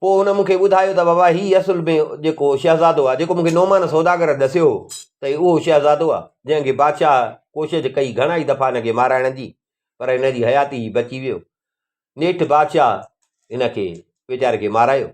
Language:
Sindhi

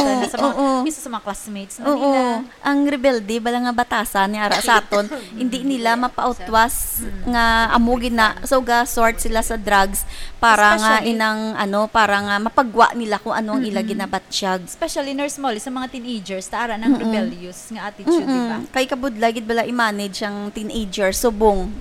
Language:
Hiligaynon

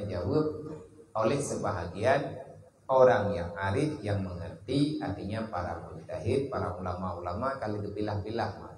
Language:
Achinese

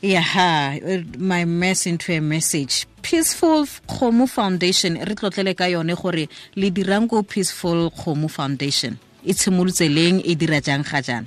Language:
Tswana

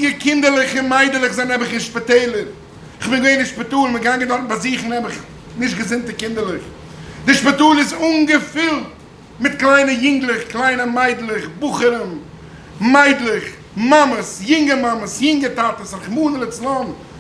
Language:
Yiddish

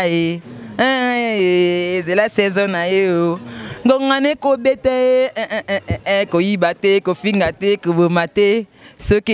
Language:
Lingala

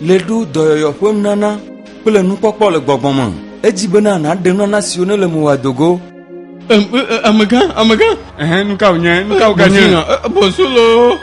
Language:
Ewe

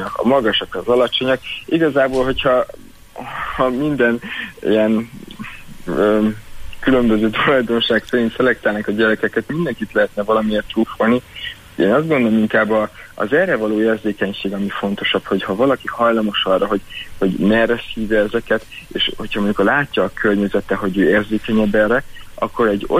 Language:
Hungarian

